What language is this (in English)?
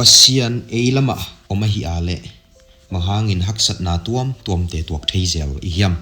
Tedim Chin